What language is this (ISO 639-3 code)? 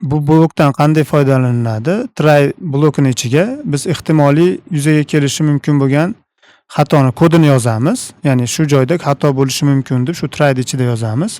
uzb